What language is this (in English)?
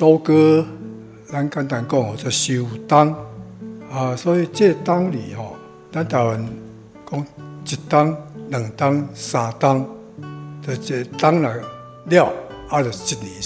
Min Nan Chinese